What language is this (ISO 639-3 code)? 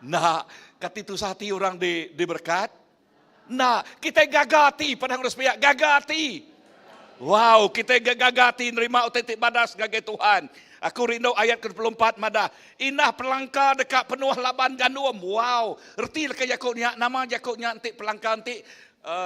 iba